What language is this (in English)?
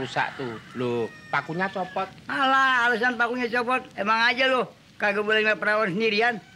Betawi